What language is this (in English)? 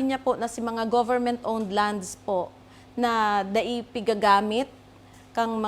Bikol